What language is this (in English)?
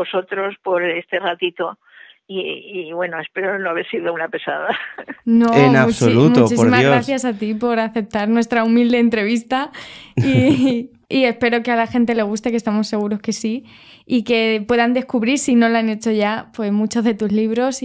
Spanish